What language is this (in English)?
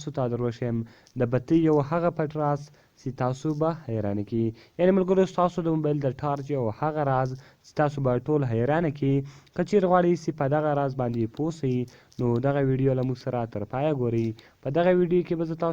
Pashto